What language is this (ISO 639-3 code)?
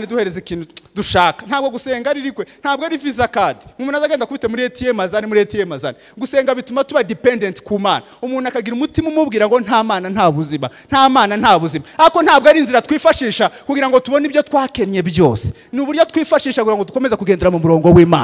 kin